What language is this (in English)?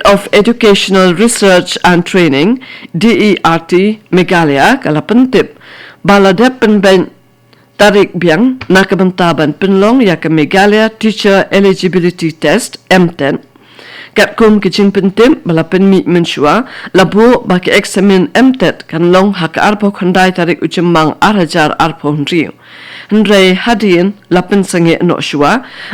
Khasi